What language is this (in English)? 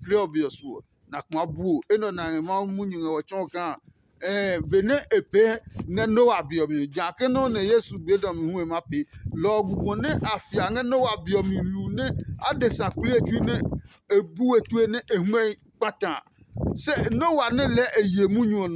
Adangme